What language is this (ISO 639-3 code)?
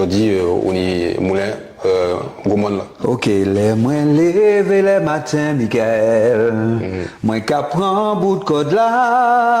gcf